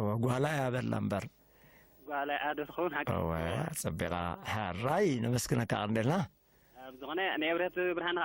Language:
Tigrinya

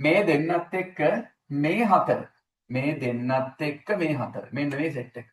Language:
Sinhala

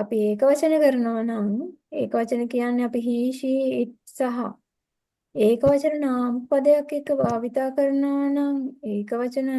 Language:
Sinhala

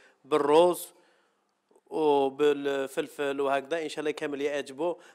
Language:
Algerian Arabic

